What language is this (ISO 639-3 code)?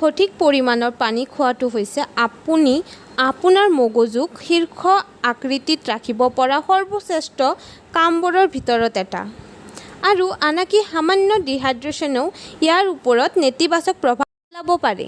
asm